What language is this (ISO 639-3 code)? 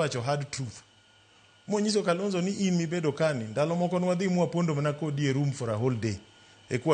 luo